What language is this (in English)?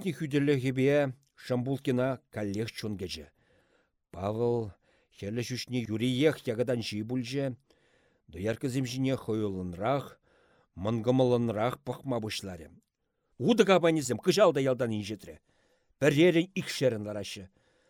Chuvash